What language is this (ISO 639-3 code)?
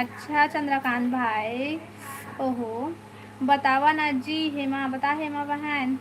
hne